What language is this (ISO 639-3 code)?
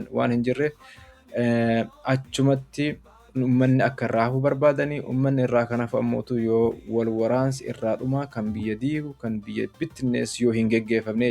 orm